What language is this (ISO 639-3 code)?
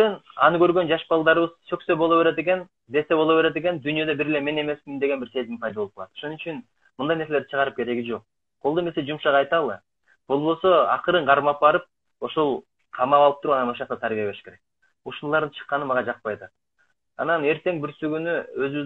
kir